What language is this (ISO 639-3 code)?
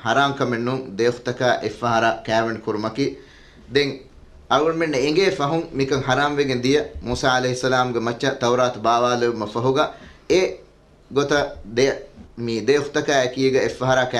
div